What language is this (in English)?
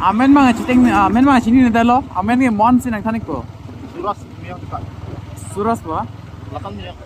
Karbi